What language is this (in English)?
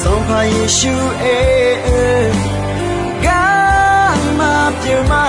Akha